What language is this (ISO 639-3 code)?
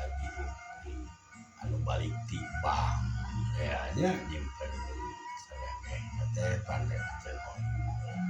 sun